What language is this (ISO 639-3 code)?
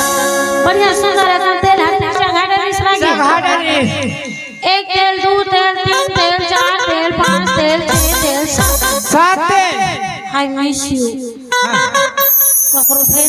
hne